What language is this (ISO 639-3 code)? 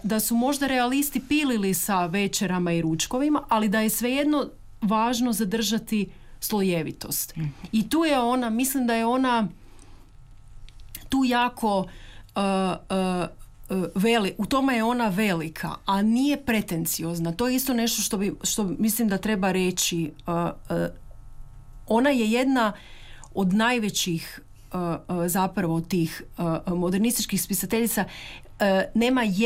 hrv